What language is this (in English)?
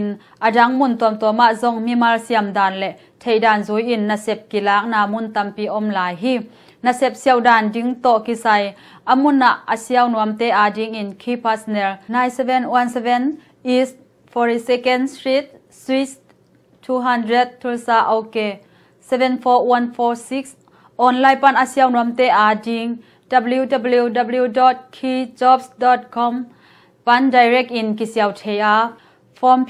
Tedim Chin